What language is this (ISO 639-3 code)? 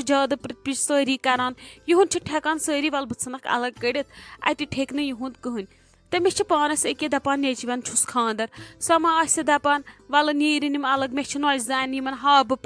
kas